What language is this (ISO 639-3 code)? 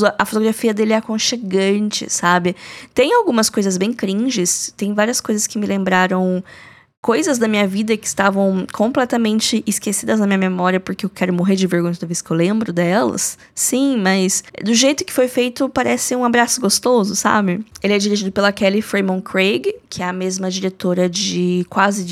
por